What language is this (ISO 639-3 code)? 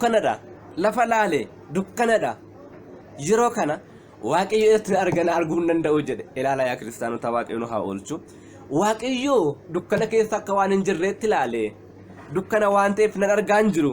orm